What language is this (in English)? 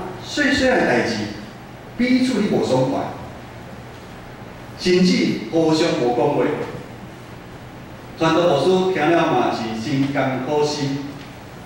Min Nan Chinese